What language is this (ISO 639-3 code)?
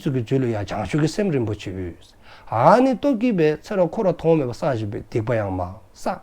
dzo